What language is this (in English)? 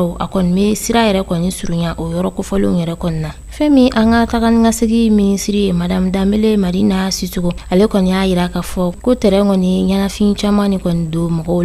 Bambara